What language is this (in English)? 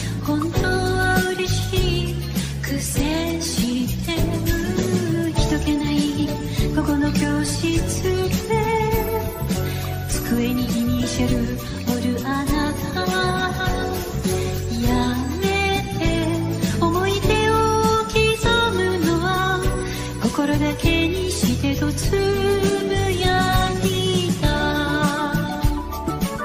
Japanese